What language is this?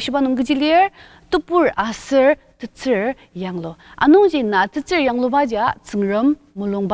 Ao Naga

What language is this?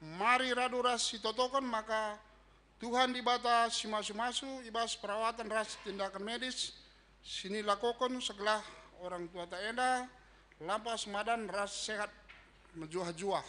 Batak Karo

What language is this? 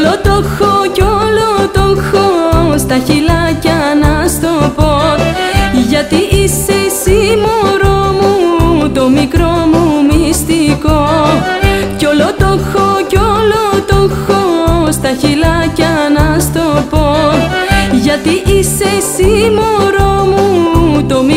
Greek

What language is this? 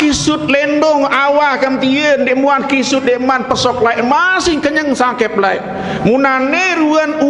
Sasak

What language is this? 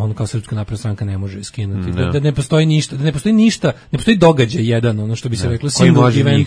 Serbian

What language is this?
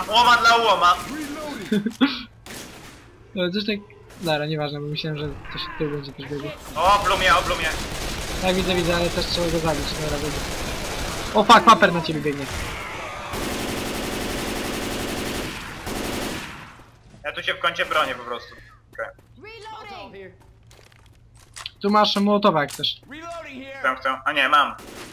Polish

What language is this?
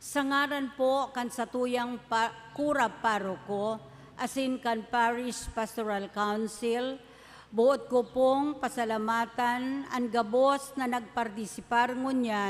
Bikol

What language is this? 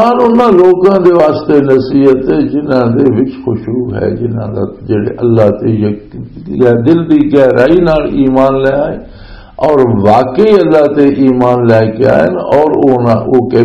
Western Panjabi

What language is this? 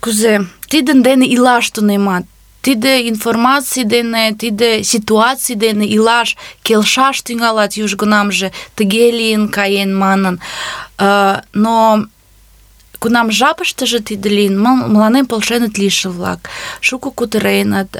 Mari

